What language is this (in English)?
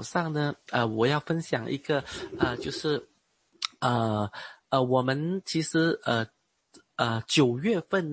Chinese